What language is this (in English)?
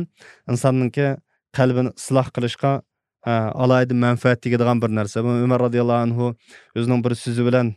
Uyghur